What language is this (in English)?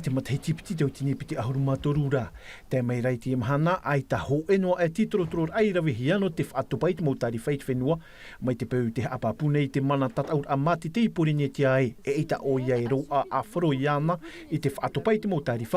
Tahitian